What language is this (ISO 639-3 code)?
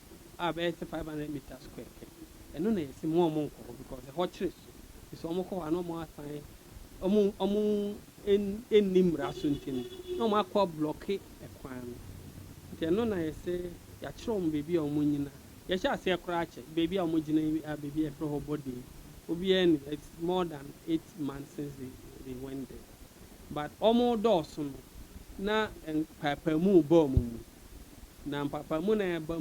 aka